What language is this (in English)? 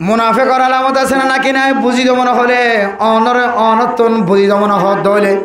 Rohingya